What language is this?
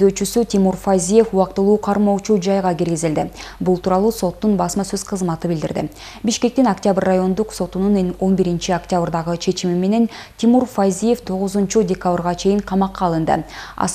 Kyrgyz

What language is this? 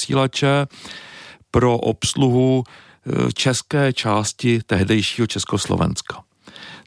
Czech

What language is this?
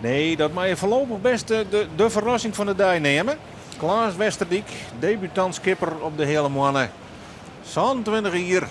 Western Frisian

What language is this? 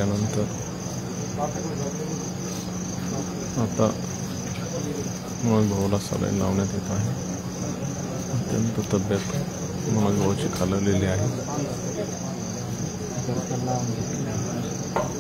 Marathi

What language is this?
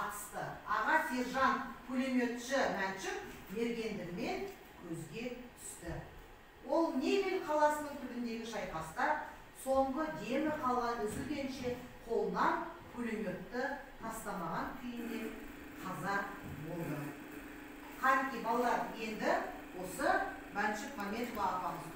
Kazakh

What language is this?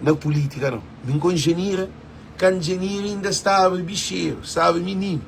Kabuverdianu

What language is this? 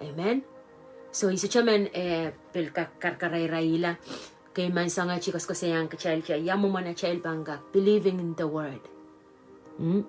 Pohnpeian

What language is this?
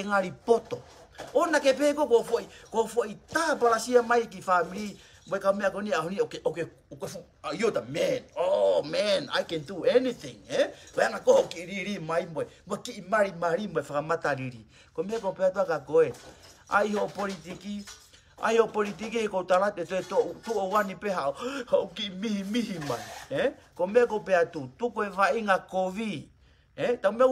Tongan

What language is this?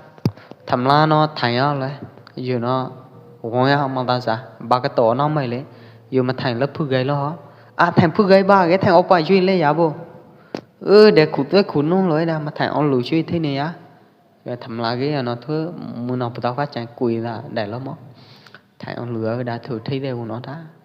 Pwo Eastern Karen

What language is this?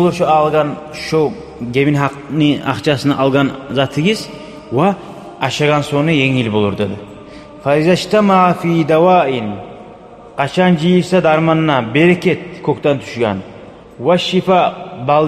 Kumyk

